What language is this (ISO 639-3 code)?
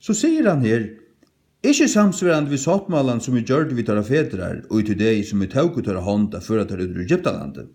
fao